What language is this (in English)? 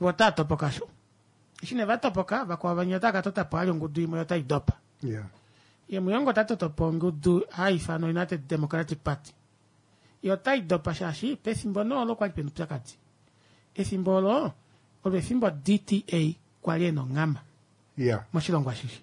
Kuanyama